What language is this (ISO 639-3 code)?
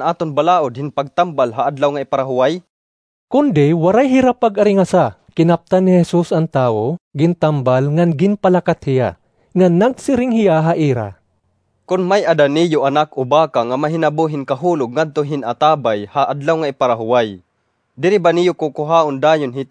war